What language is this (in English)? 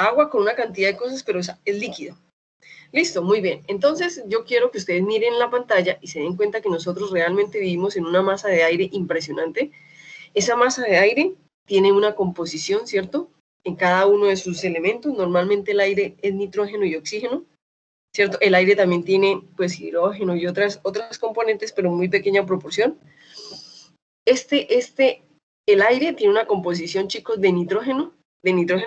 Spanish